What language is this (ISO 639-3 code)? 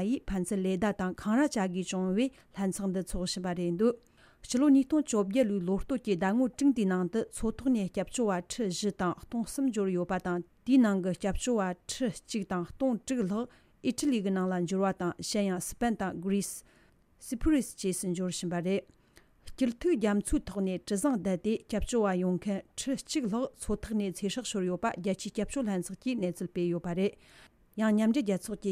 bod